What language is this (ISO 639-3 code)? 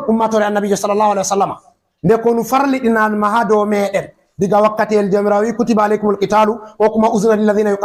ful